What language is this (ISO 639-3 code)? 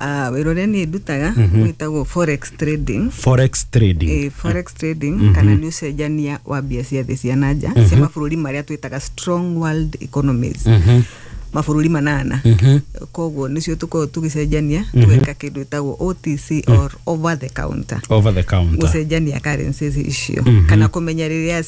kik